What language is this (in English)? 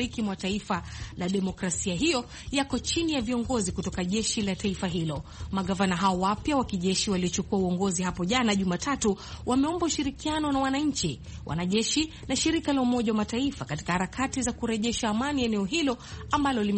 Swahili